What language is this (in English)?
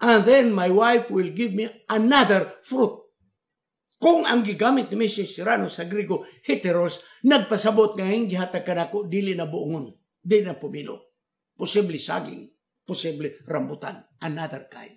Cebuano